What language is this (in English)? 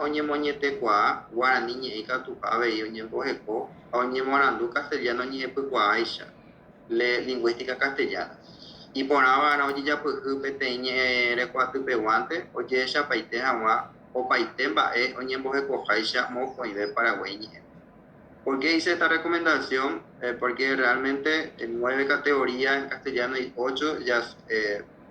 Guarani